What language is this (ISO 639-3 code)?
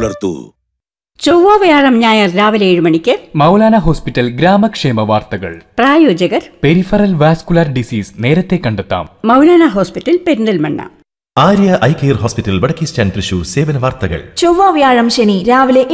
mal